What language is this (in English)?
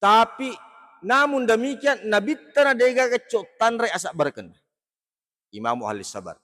Buginese